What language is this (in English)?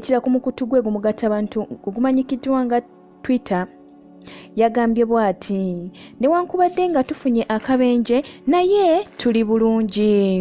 Ganda